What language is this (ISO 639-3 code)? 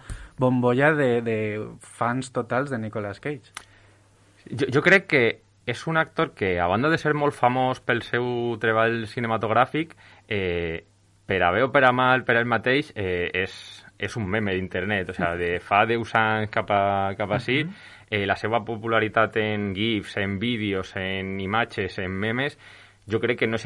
cat